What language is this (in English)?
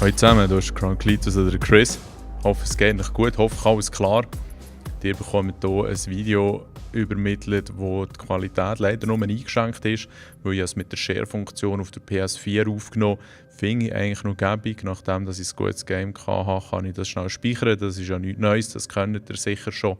Swiss German